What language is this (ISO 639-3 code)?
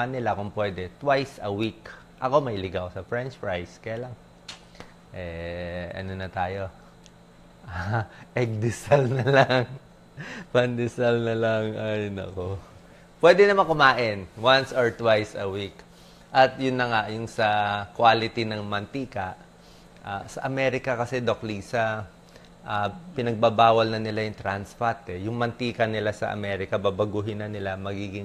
fil